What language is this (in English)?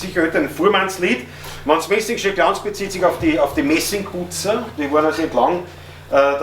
Bavarian